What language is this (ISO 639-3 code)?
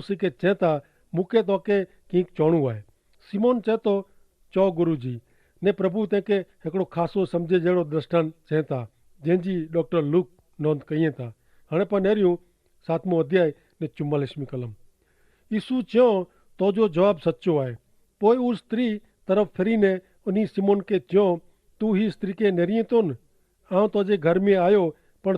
kfr